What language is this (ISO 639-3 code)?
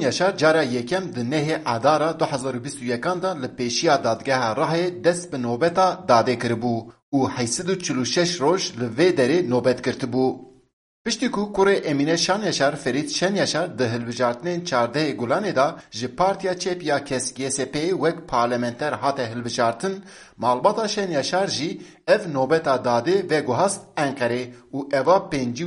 kur